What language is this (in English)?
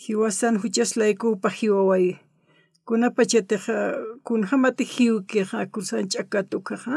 Aymara